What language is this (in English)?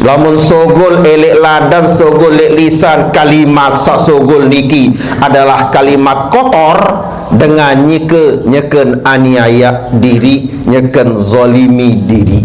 Sasak